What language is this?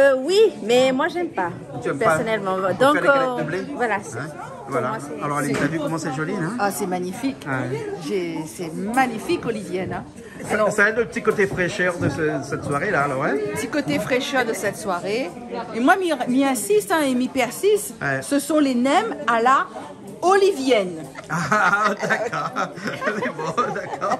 Réunion Creole French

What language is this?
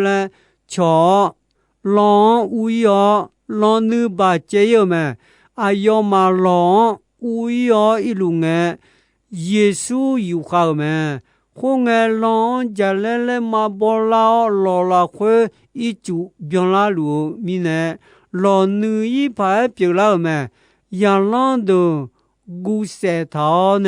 Akha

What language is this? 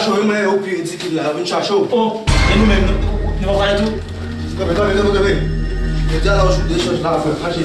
Haitian Creole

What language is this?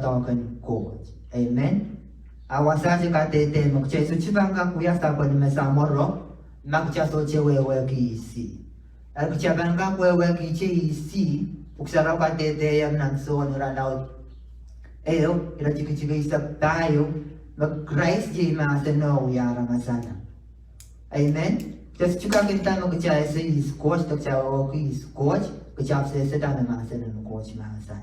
Pohnpeian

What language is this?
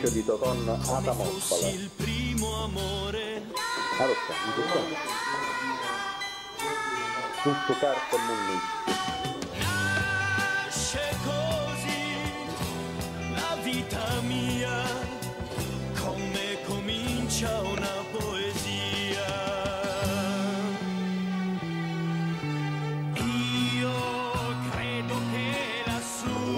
Italian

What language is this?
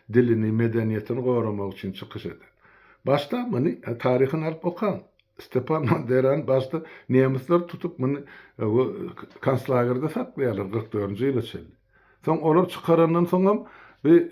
Turkmen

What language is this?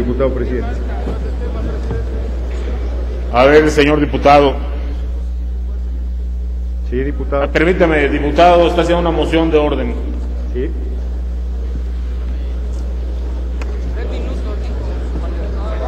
Spanish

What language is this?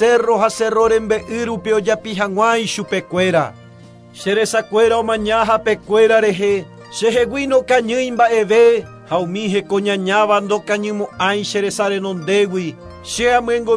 Guarani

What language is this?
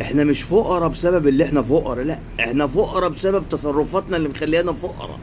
Egyptian Arabic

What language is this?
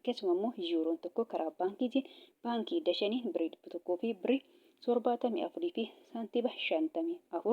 Oromo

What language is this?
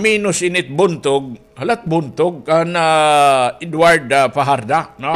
Waray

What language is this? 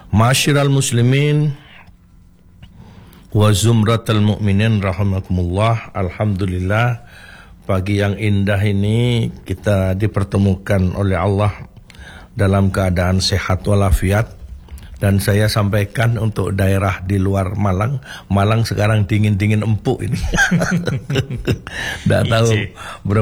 Indonesian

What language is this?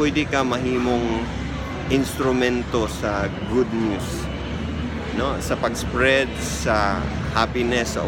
Cebuano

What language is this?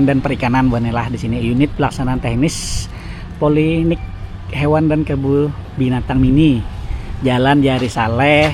Banjar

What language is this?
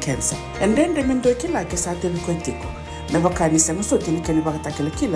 Fijian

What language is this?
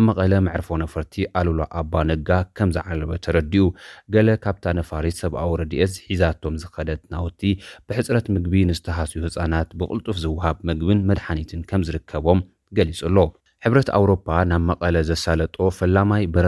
Tigrinya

